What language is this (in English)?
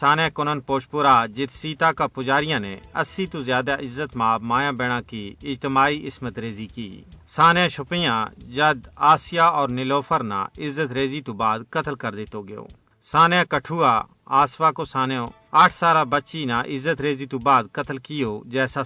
Gujari